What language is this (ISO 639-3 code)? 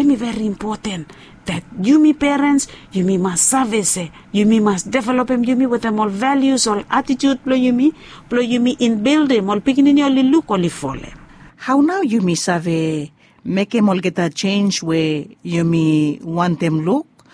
bis